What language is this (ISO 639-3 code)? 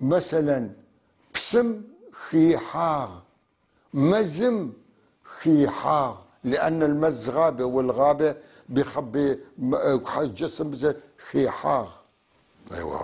apc